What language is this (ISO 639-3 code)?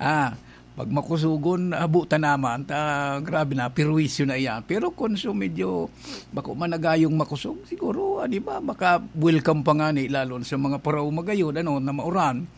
bik